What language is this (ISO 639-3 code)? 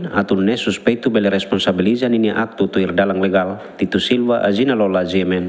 tet